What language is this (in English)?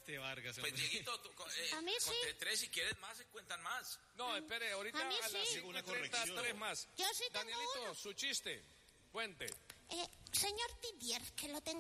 Spanish